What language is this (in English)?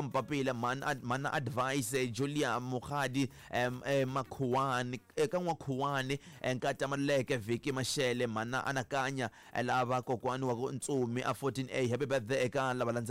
Tsonga